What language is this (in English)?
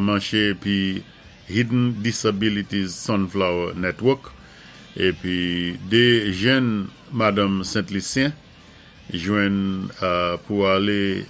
Saint Lucian Creole French